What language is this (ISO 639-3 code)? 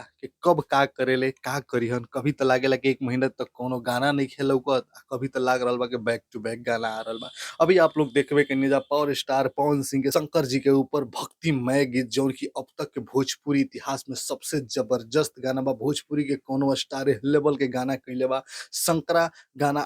bho